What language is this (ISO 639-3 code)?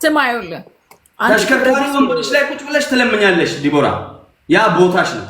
amh